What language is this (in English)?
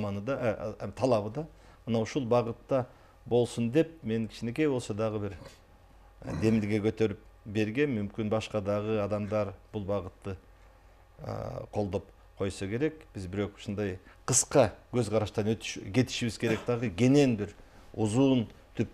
Kyrgyz